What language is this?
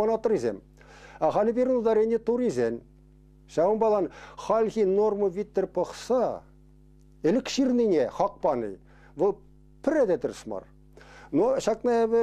Chuvash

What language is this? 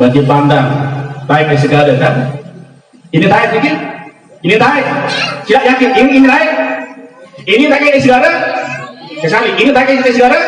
Sasak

